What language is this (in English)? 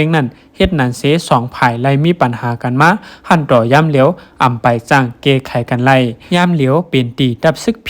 Shan